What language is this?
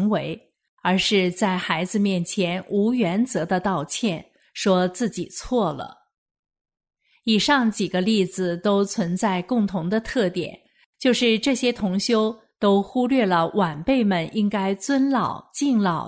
Chinese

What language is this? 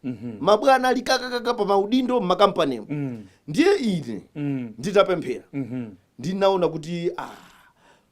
Nyanja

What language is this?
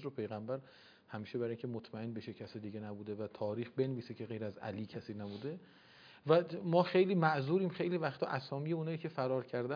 Persian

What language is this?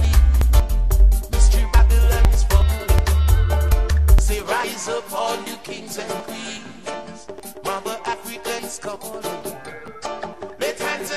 English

